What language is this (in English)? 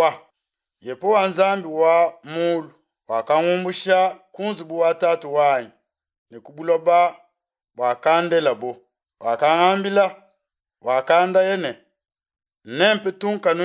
Luba-Lulua